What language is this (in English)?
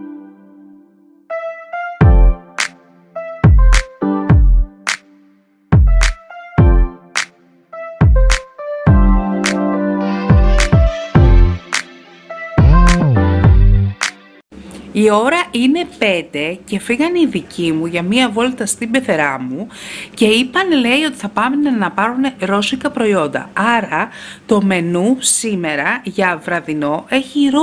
Greek